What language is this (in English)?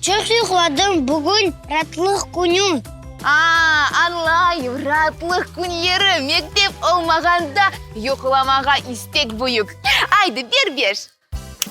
Crimean Tatar